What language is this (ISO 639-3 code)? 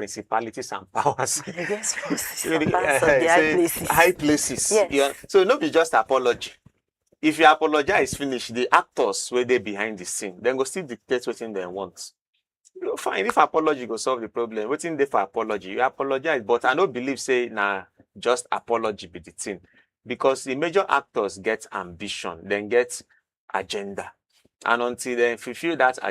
pcm